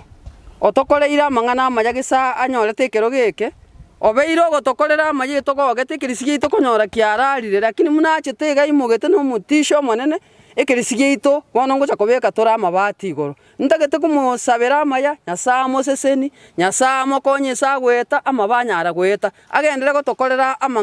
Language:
Gusii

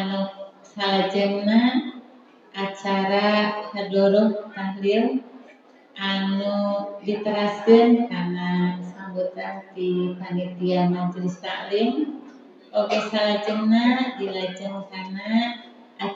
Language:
Sundanese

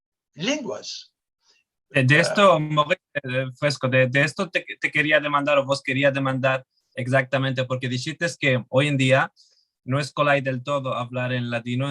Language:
Ladino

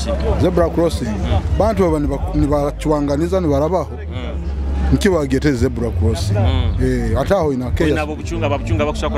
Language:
Nyoro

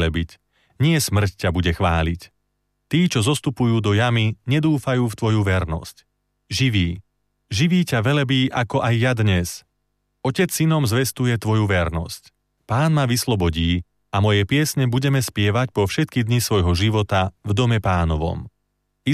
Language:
Slovak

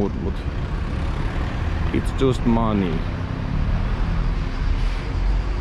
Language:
Finnish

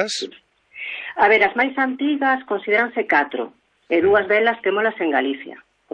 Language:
Galician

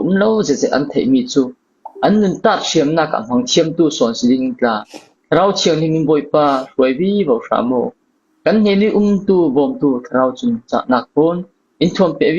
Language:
Falam Chin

